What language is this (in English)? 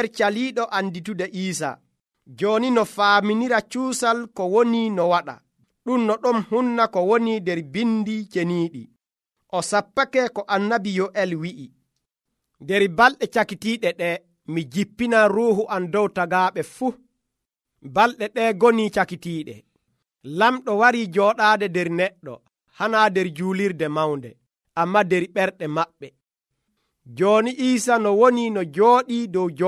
Nigerian Fulfulde